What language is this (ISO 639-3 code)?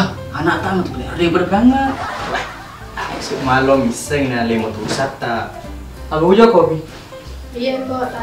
bug